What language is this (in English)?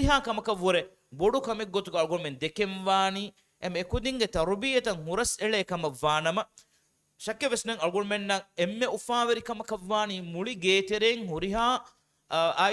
Divehi